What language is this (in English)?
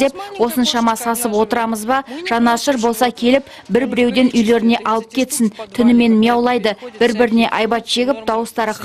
Kazakh